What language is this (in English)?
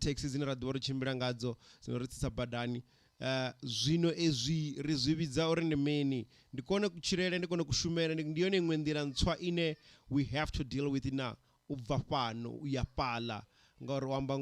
Venda